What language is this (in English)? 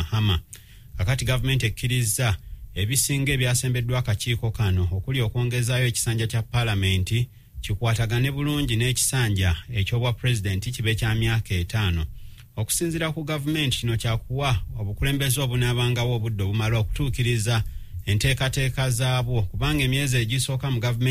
Ganda